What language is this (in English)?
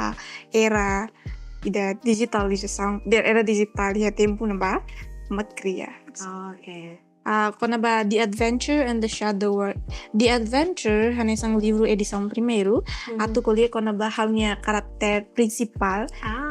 Tetum